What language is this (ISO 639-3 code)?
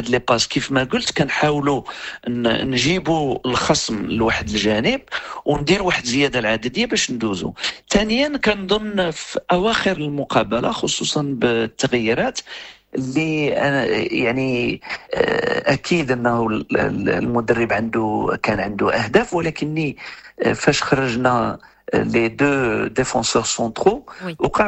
ary